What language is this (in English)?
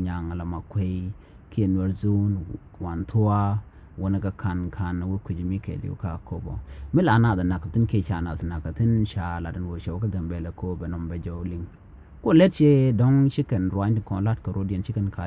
Nuer